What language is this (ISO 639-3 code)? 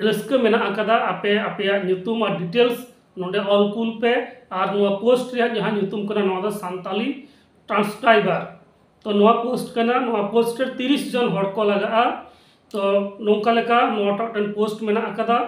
sat